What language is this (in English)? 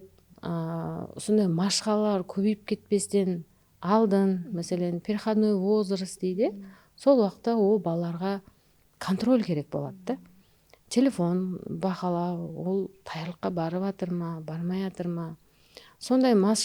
Kara-Kalpak